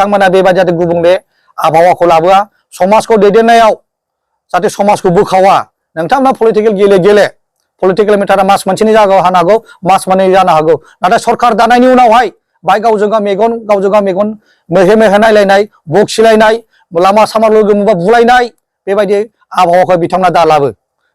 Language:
Bodo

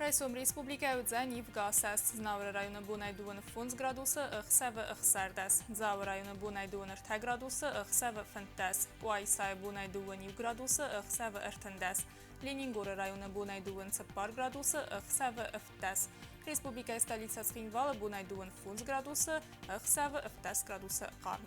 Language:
Ossetic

